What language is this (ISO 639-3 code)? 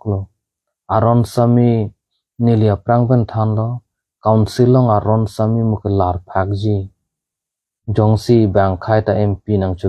mjw